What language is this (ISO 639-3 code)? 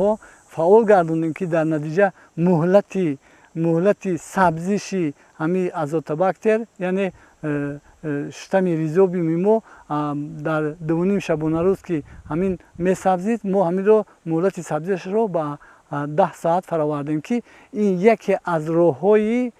tgk